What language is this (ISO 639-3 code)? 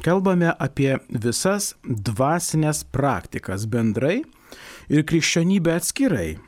lit